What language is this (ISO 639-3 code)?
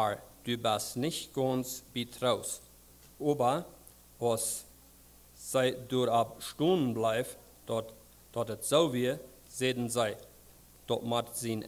pdt